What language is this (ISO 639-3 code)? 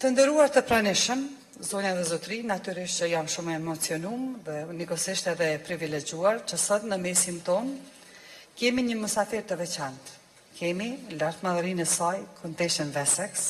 sqi